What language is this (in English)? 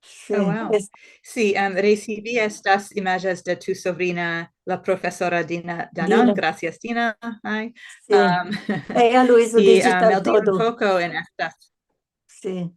Ladino